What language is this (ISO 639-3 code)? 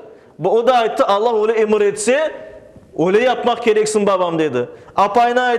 crh